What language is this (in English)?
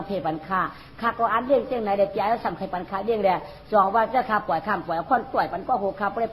Shan